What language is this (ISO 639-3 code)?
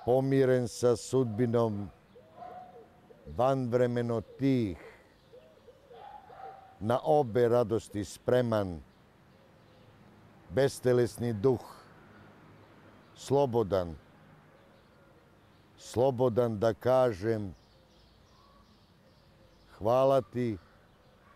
srp